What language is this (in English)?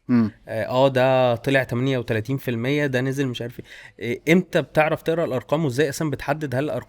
Egyptian Arabic